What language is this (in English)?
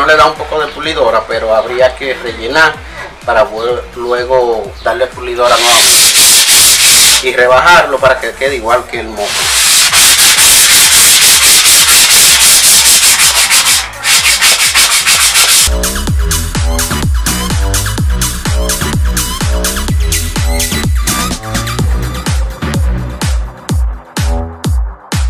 Spanish